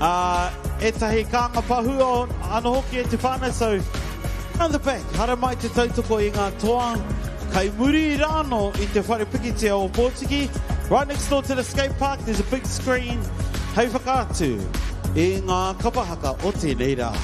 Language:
Māori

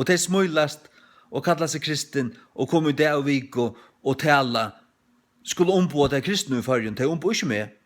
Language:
Faroese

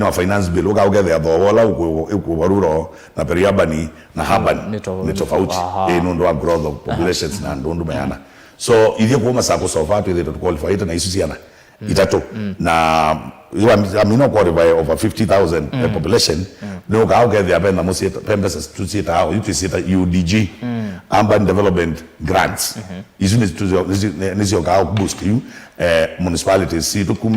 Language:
Kamba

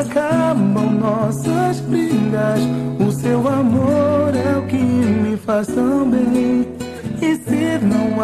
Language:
Portuguese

